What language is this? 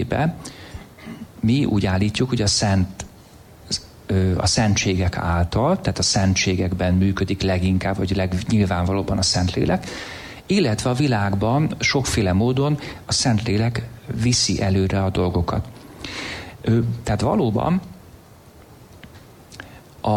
Hungarian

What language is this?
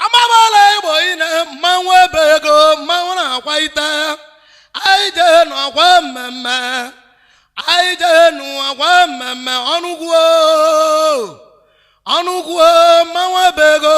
Igbo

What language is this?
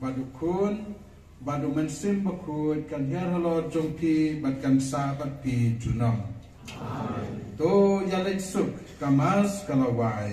Khasi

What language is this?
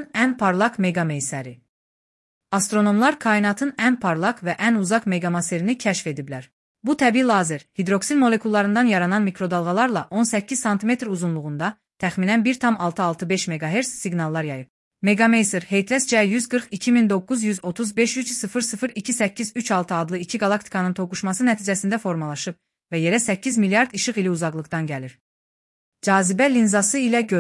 Azerbaijani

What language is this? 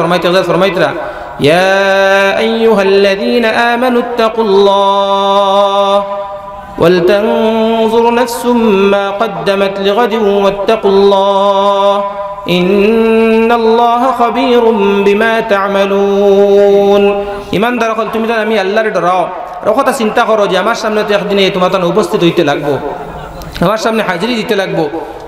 Sylheti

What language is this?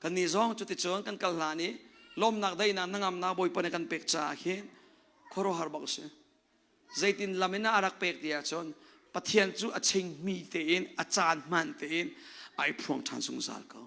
Hakha Chin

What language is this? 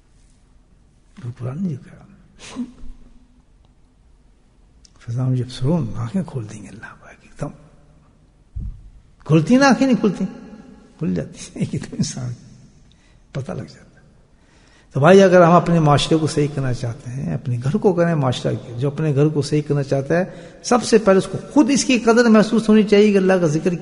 Urdu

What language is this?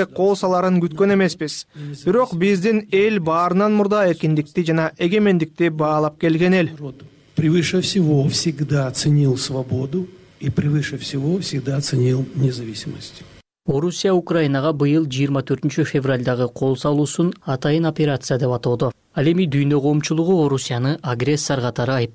Kyrgyz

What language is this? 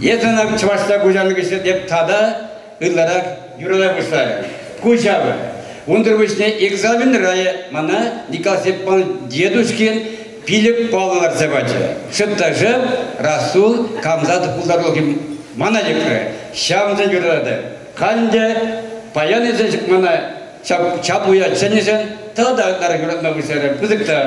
Chuvash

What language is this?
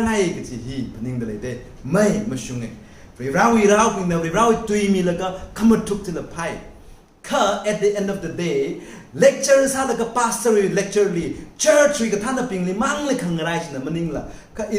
Tangkhul Naga (India)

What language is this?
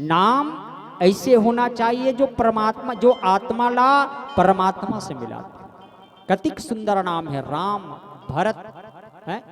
Chhattisgarhi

